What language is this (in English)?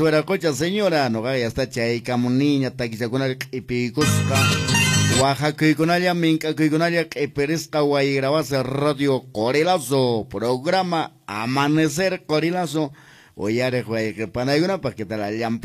Quechua